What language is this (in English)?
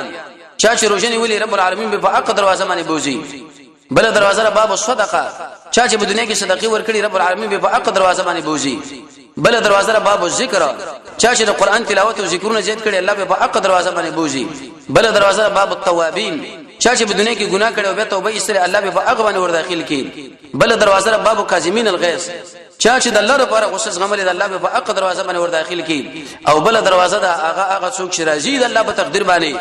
Pashto